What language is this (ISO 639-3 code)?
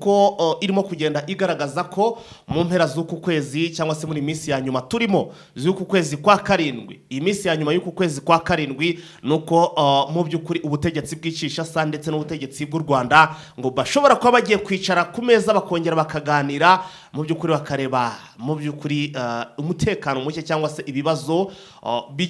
kin